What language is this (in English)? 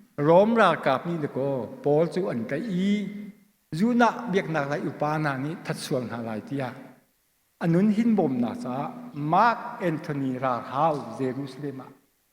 Hakha Chin